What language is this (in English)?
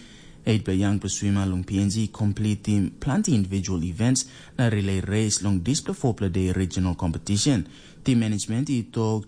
Tok Pisin